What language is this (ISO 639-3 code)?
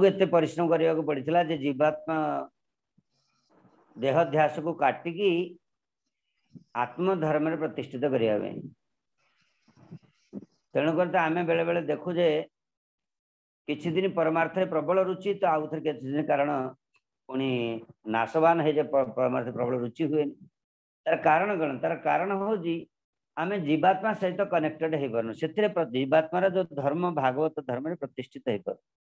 ori